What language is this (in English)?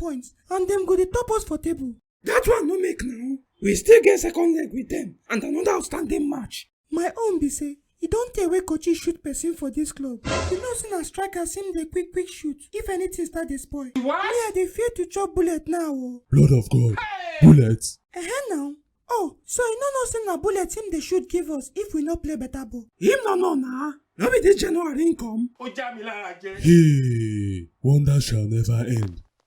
Nigerian Pidgin